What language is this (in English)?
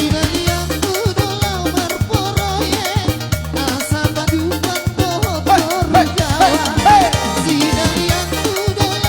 Batak Toba